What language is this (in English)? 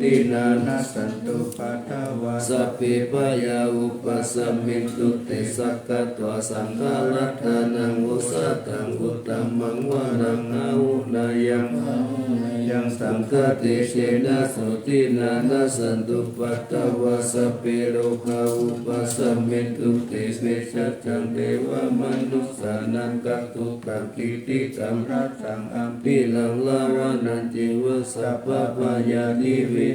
Pali